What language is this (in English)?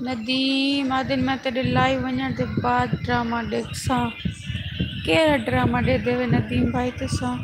Saraiki